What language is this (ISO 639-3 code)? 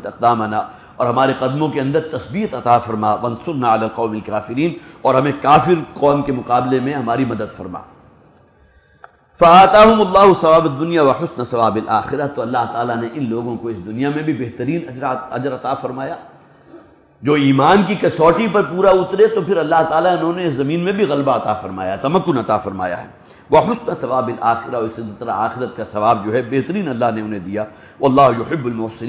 urd